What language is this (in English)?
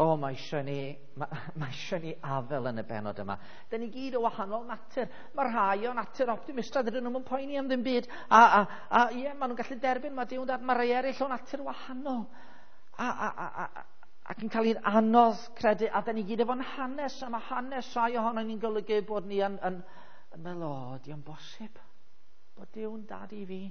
Welsh